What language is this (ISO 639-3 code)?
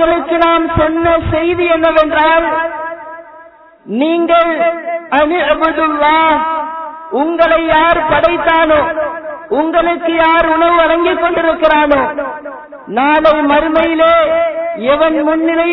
tam